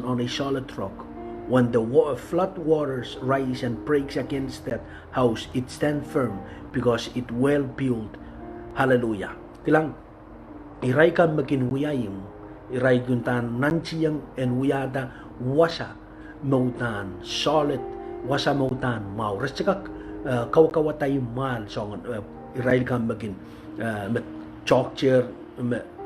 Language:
Pohnpeian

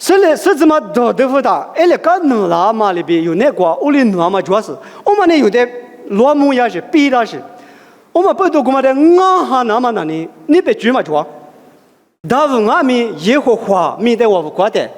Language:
Lisu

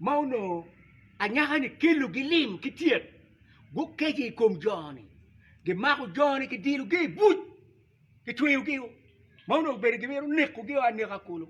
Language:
Acoli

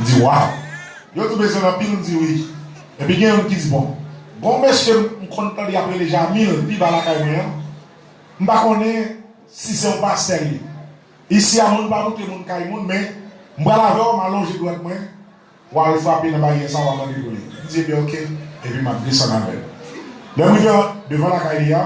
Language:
Haitian Creole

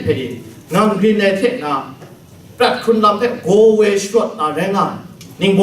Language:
Kachin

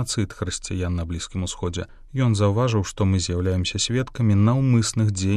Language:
Belarusian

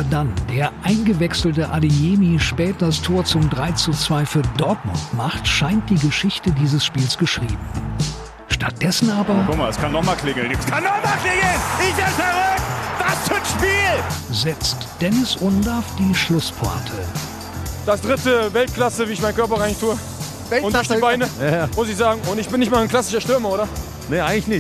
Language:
German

